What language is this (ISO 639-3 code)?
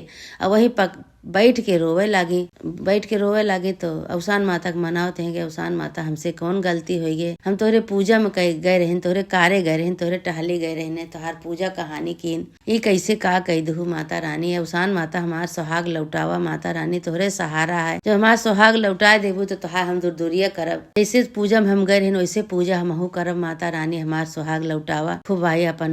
awa